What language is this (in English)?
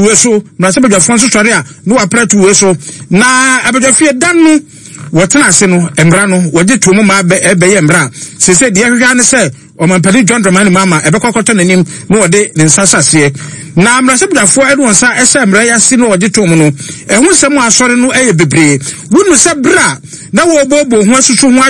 Akan